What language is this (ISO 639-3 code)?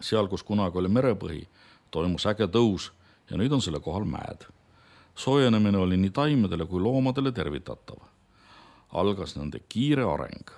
est